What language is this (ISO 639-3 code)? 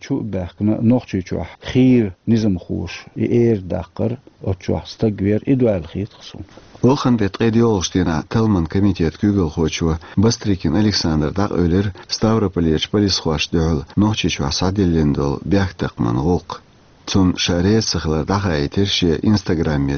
che